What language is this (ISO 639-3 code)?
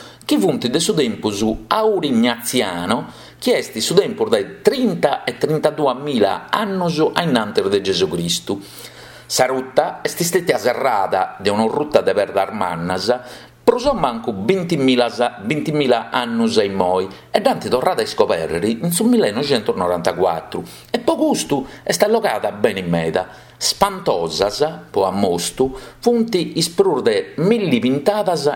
srd